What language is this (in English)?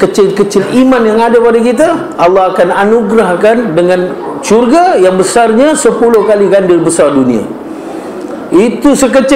Malay